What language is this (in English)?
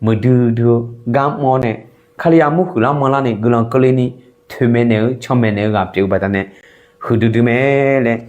Akha